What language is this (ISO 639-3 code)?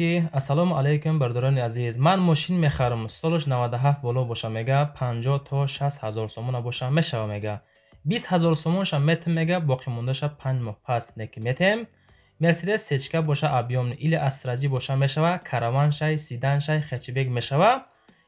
tgk